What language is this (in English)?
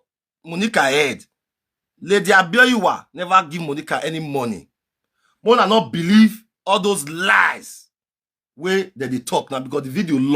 Nigerian Pidgin